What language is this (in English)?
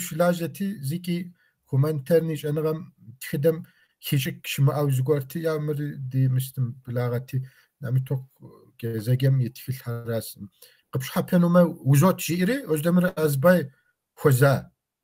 Kabardian